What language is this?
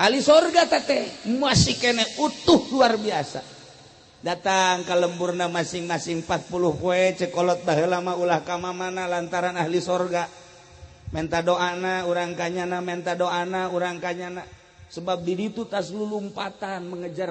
Sundanese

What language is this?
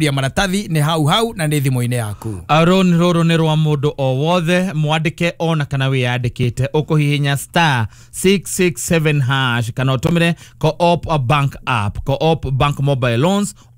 Kikuyu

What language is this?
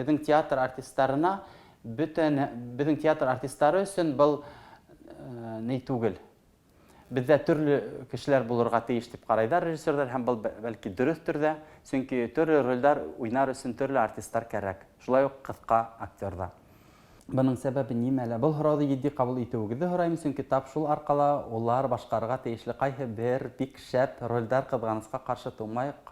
Bashkir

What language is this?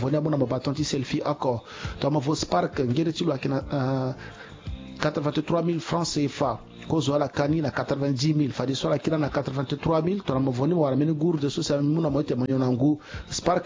Sango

